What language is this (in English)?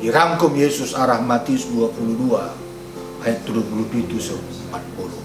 Batak Karo